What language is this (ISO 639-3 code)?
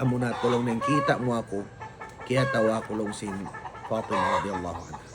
tsg